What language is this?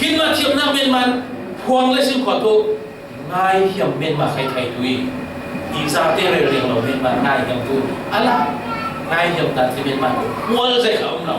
Falam Chin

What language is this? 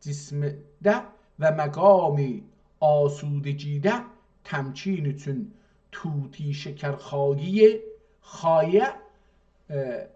South Azerbaijani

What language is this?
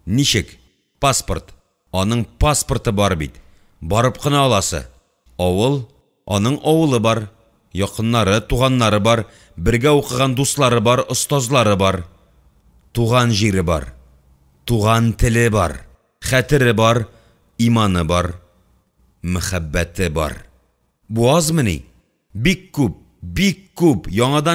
Tatar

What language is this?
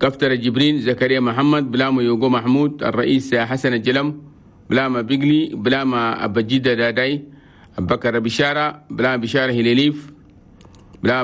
Chadian Arabic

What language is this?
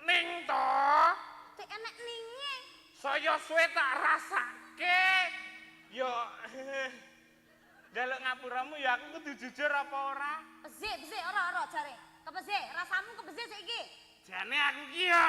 Javanese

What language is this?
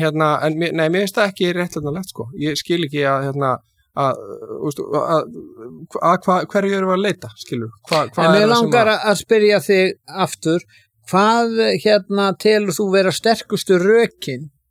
Icelandic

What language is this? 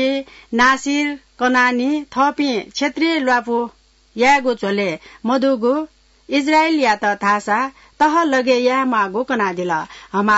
Newari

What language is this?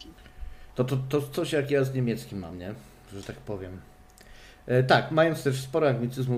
Polish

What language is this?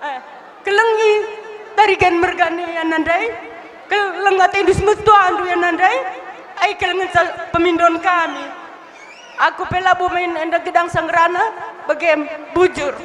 Batak Karo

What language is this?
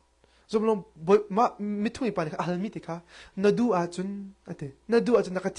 Hakha Chin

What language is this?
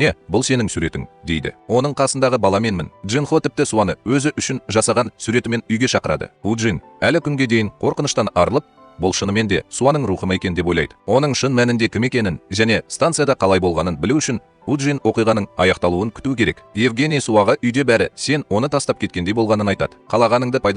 Kazakh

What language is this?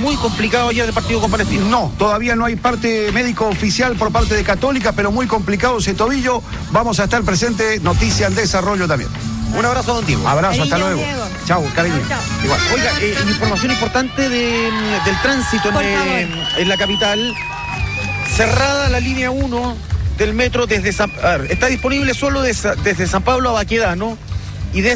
Spanish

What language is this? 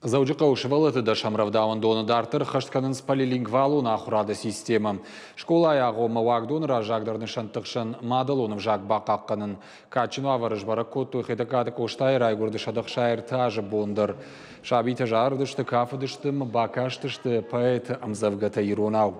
Ossetic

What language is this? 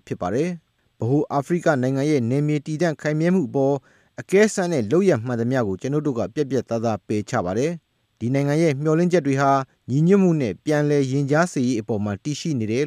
Burmese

